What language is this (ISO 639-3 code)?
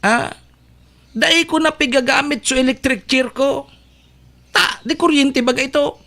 bik